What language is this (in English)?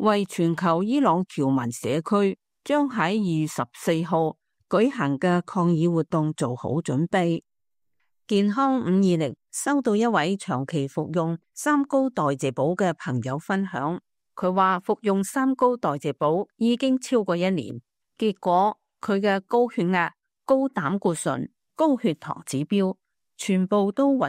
Cantonese